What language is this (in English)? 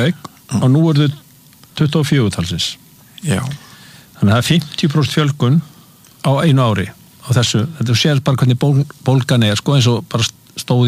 Icelandic